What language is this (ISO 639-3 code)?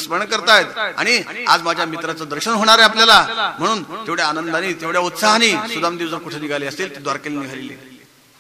mar